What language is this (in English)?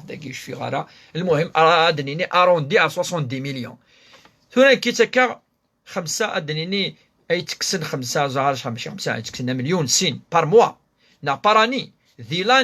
Kabyle